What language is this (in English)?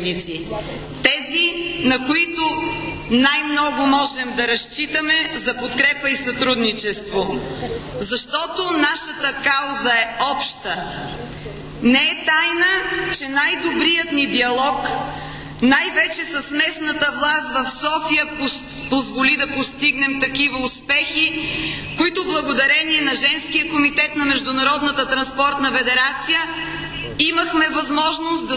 Bulgarian